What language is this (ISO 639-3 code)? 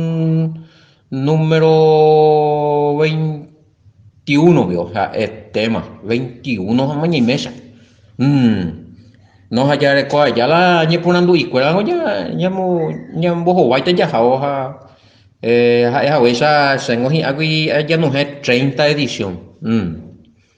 grn